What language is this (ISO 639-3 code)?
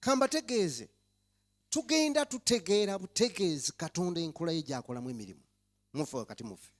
lug